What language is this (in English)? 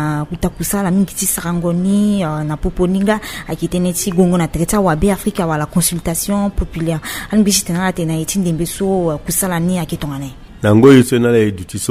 Sango